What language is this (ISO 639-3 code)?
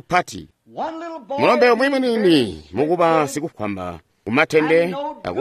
toi